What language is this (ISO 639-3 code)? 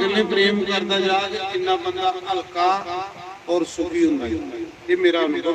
doi